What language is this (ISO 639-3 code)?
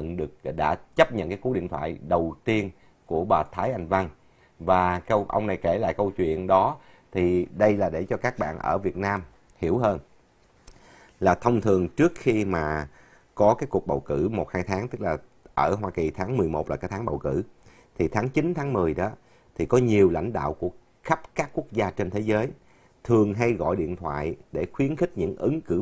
vie